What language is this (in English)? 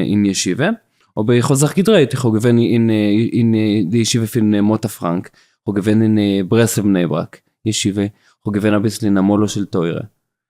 Yiddish